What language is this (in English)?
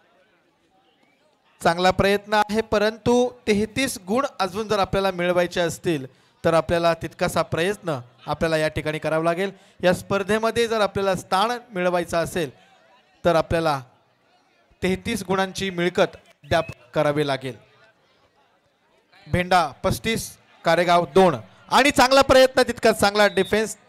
Marathi